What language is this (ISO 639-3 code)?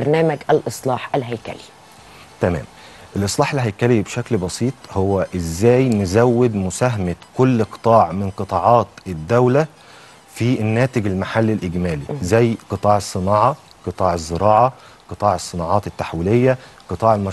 arz